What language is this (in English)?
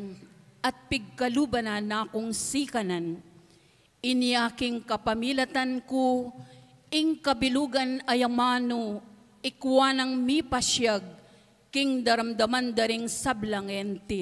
Pampanga